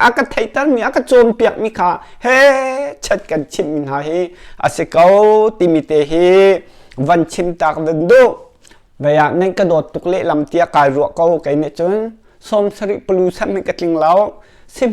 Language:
Hakha Chin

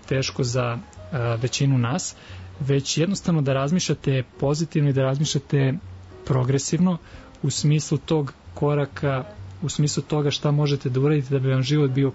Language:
Serbian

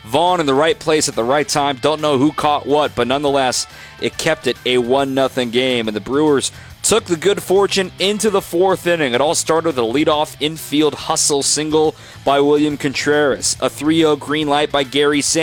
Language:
English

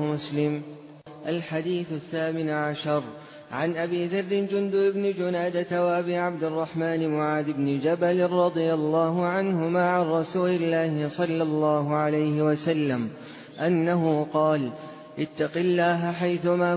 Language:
Arabic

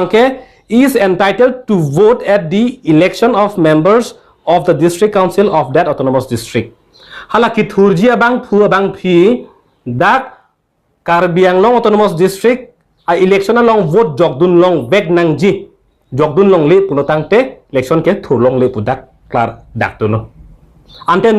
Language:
Karbi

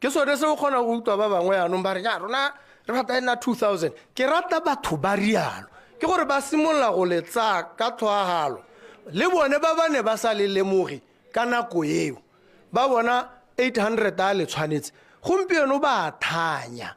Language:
Tswana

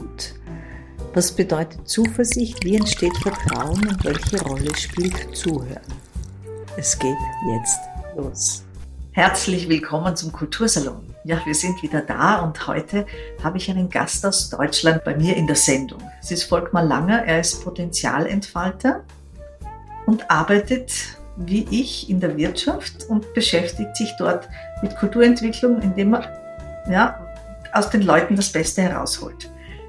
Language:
German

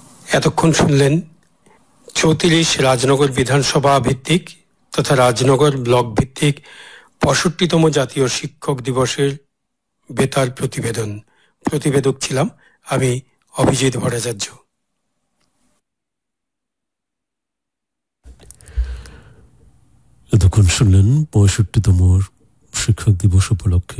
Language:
Bangla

